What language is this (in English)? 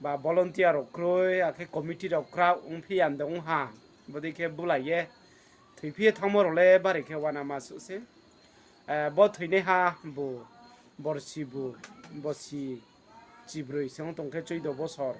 Riang (India)